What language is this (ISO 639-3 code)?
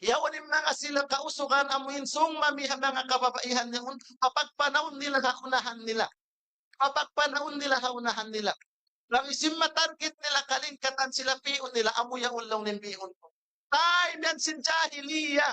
tsg